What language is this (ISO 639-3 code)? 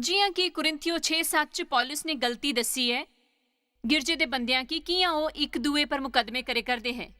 doi